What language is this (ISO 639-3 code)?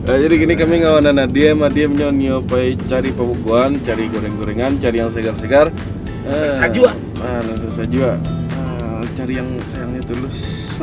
min